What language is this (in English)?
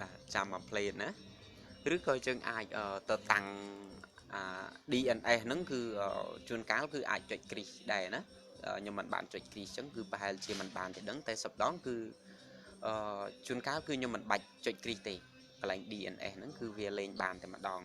Khmer